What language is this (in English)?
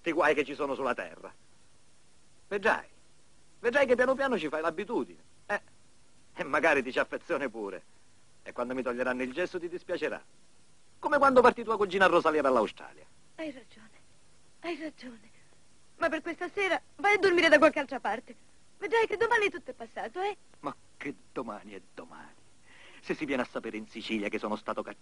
Italian